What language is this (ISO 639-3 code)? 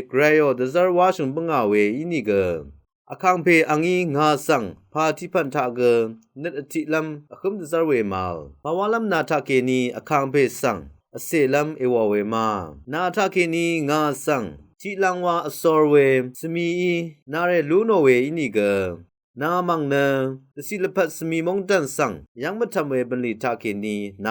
raw